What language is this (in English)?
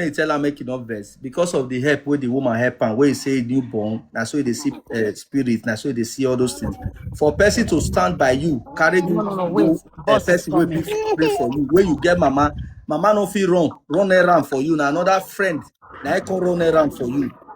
Nigerian Pidgin